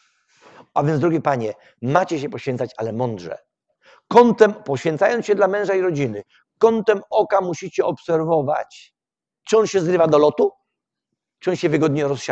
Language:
Polish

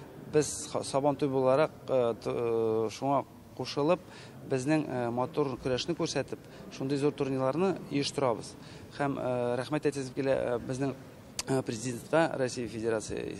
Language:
Tatar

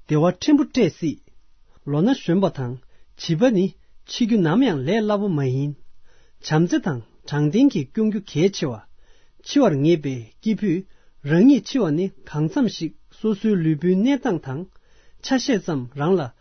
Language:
Tibetan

